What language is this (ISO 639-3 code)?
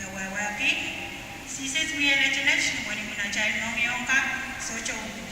pon